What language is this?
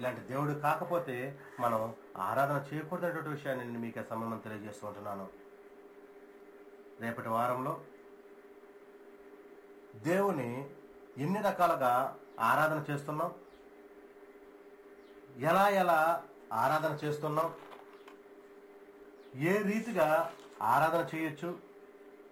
Telugu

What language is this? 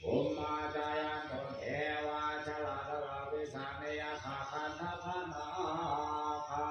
Pali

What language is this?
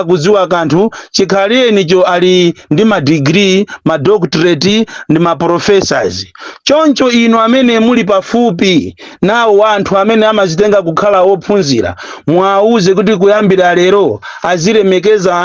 Nyanja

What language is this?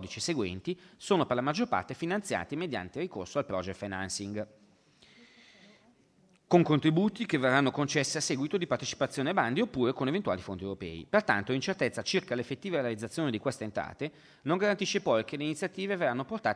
Italian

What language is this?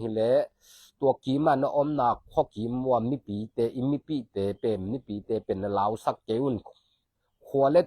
Tedim Chin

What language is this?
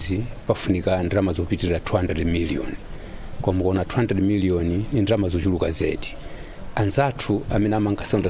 Nyanja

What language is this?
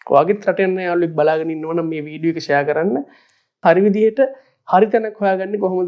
Sinhala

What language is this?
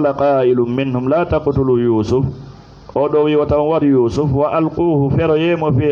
Fula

